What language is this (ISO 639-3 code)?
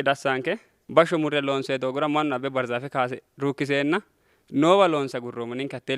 sid